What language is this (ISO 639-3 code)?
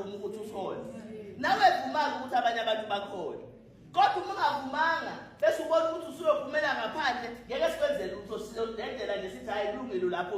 zul